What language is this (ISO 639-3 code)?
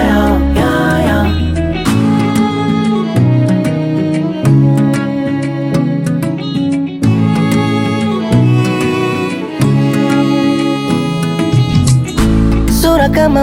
swa